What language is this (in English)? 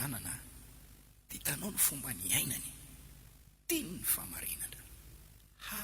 Malagasy